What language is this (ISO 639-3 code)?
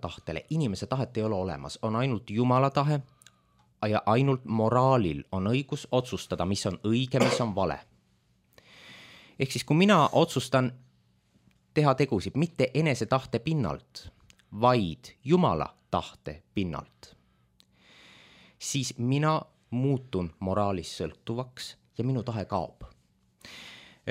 est